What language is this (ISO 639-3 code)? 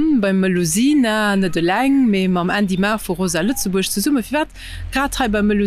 ltz